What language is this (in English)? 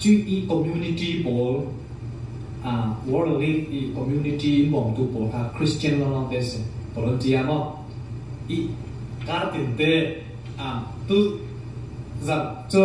Falam Chin